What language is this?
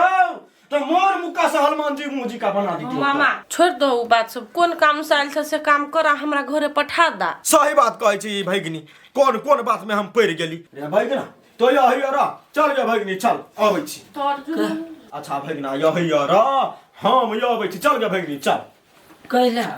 Maithili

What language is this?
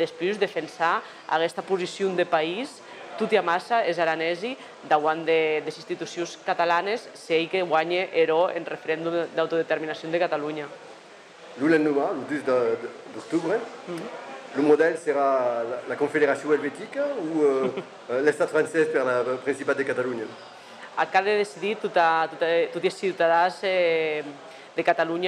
Occitan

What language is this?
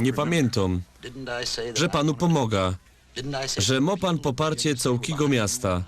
Silesian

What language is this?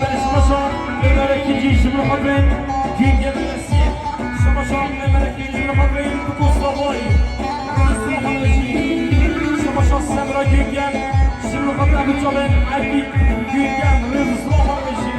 Kurdish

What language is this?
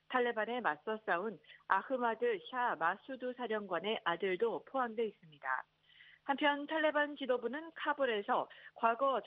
Korean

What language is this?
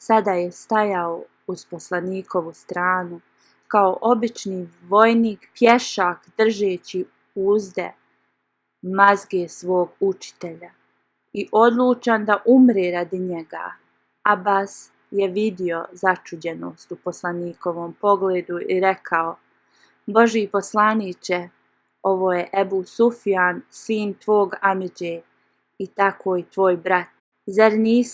Bosnian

